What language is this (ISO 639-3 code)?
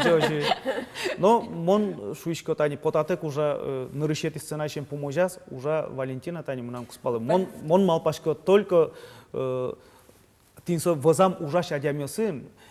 udm